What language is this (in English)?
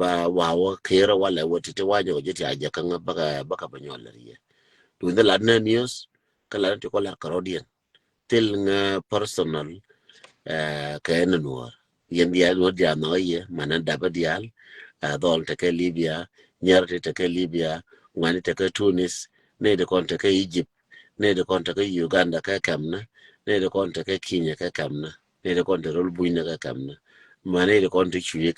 Nuer